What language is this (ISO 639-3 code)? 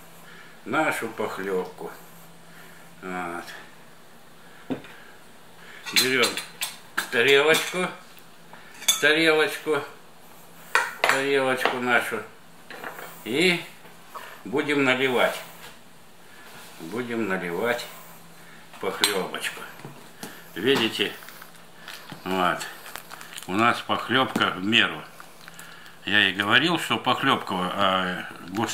rus